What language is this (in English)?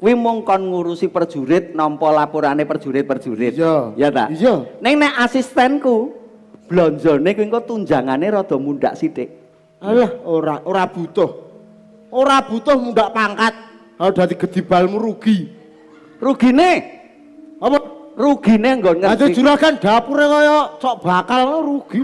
Javanese